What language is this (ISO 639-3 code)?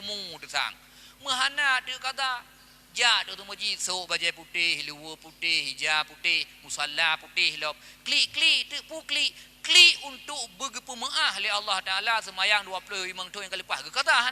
ace